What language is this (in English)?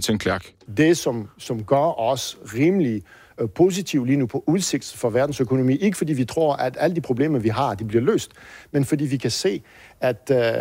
Danish